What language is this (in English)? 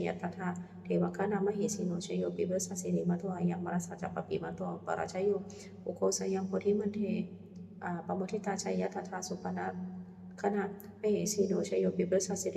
Pali